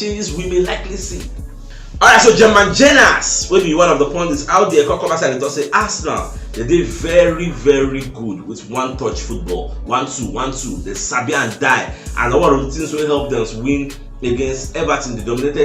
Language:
Nigerian Pidgin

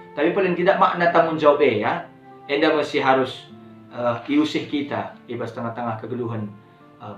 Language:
Batak Karo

